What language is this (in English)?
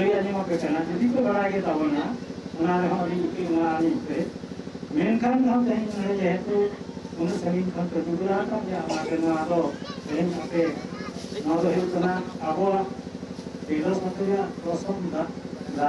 Santali